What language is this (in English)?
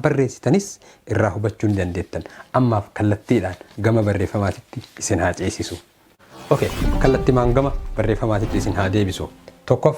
Oromo